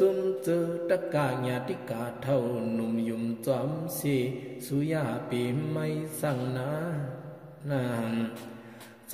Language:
Shan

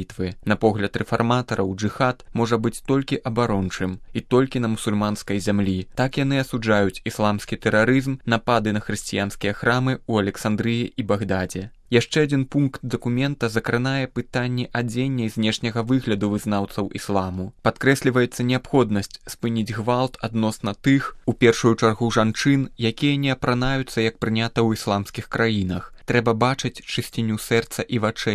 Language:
Belarusian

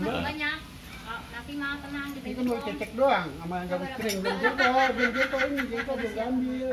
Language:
Betawi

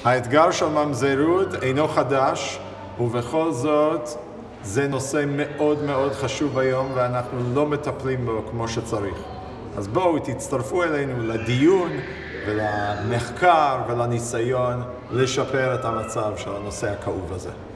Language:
Hebrew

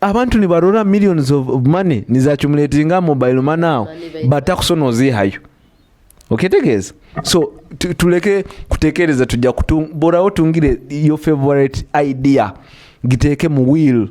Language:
Nyoro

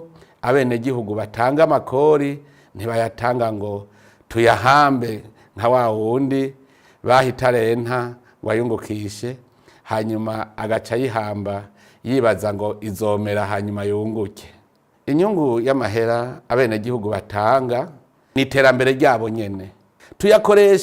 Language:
Rundi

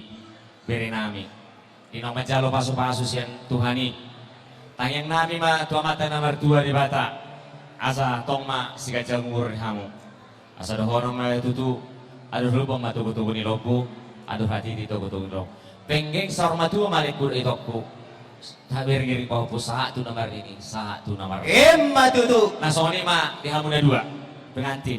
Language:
Batak Toba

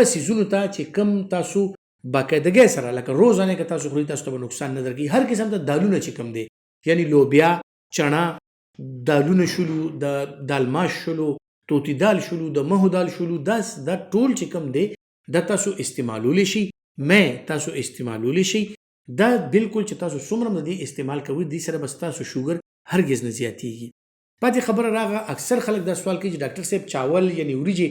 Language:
Pashto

